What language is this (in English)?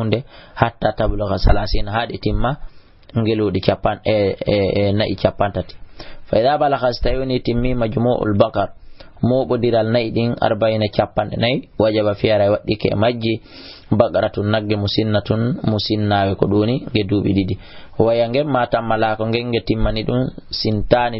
Fula